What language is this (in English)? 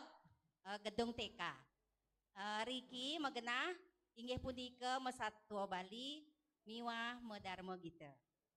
Balinese